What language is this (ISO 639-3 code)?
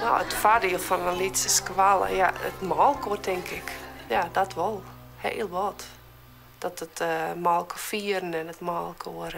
fry